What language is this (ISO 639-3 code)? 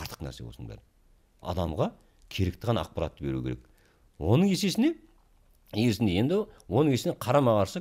kaz